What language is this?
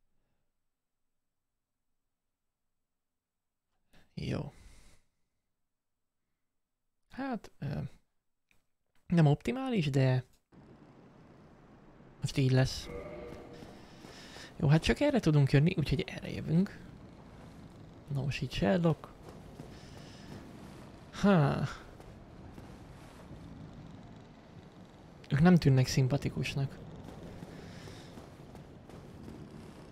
Hungarian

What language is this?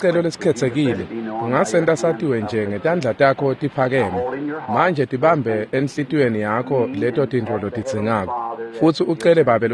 Swati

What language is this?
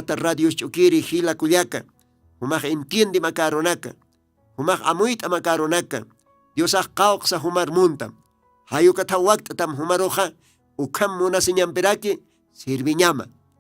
Aymara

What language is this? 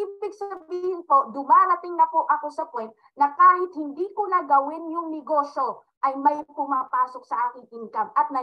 Filipino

